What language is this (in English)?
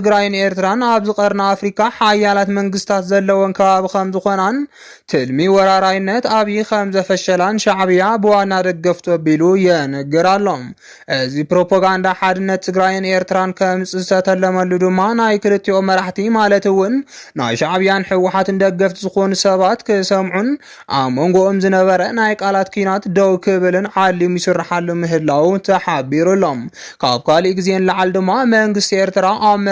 Tigrinya